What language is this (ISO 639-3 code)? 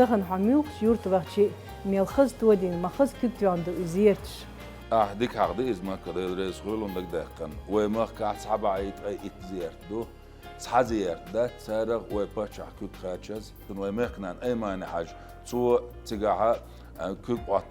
che